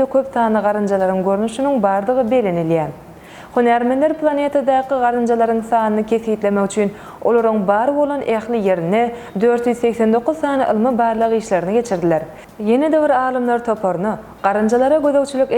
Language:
Turkmen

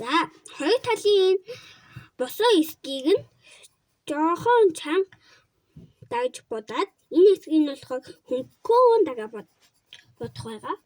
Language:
Mongolian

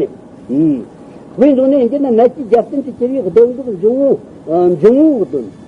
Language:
Tibetan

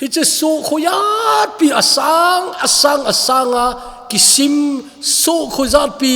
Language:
Thado Chin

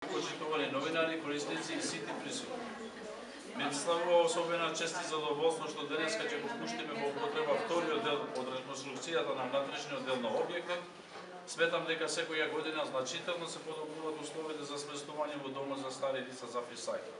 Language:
Macedonian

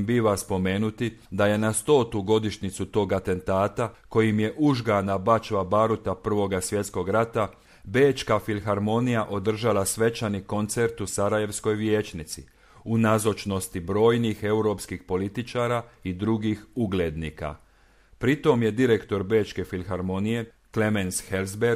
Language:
Croatian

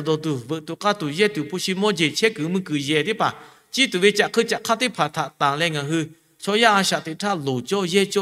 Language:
Lahu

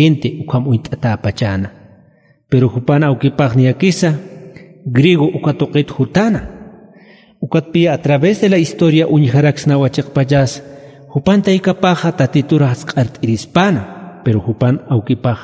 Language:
Aymara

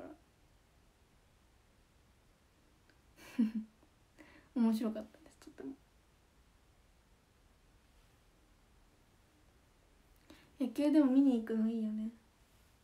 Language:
Japanese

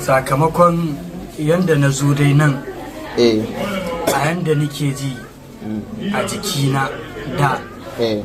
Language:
Hausa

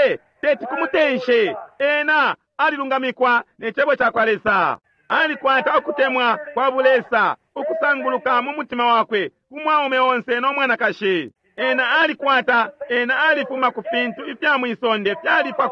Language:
Bemba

